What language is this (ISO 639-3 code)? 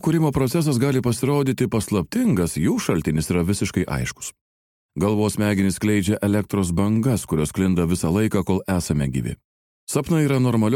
lit